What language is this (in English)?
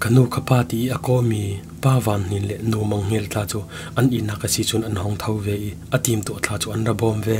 Falam Chin